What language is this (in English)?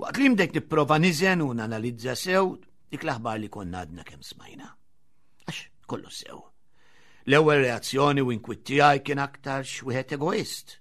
Maltese